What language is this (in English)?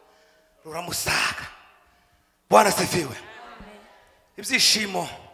Kinyarwanda